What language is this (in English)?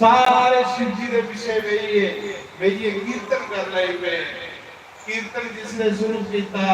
Dogri